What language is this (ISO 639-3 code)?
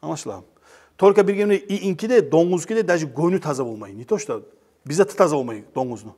kum